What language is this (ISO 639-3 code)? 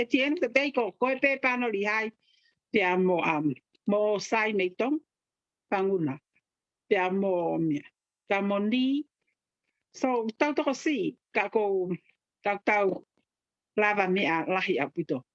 ton